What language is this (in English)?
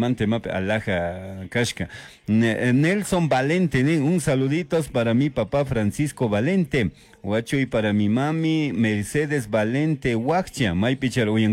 Chimborazo Highland Quichua